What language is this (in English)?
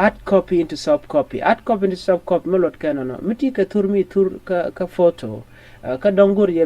Nuer